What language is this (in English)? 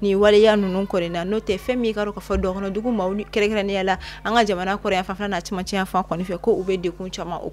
Bambara